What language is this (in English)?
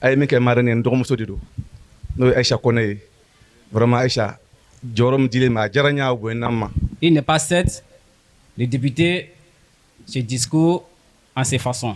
Bambara